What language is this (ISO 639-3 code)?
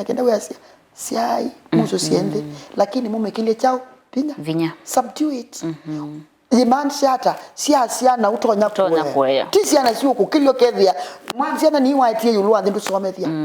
kam